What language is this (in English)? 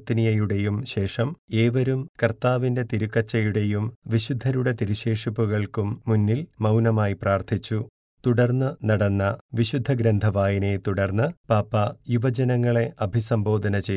Malayalam